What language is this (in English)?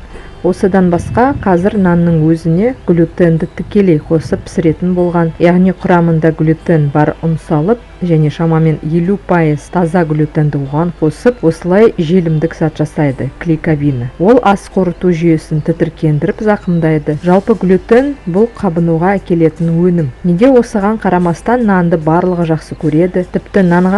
Kazakh